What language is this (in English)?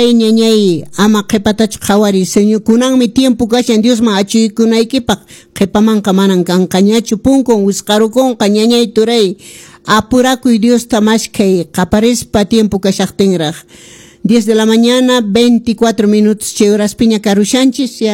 Quechua